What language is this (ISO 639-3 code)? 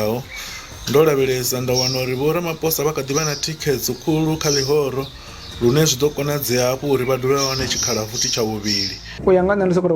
ven